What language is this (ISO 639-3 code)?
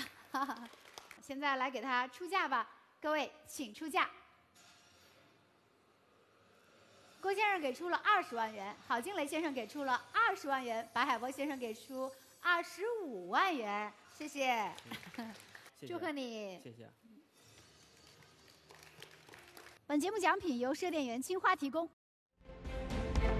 zho